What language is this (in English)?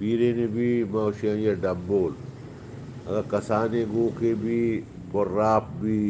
Eastern Balochi